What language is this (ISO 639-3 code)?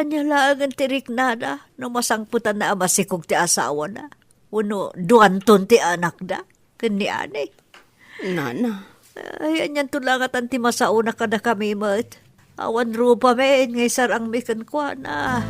ilo